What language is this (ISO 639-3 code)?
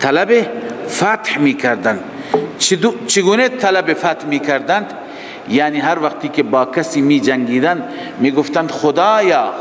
fas